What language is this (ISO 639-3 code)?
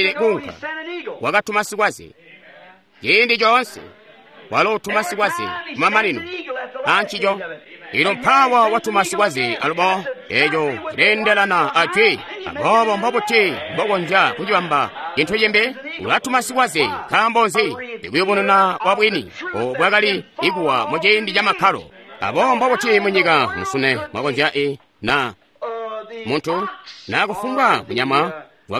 toi